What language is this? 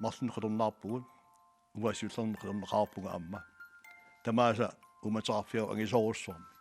Kalaallisut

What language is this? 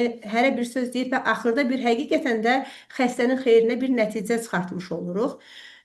Azerbaijani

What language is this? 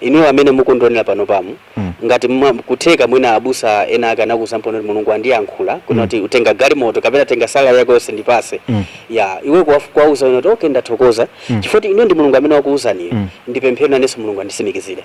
Nyanja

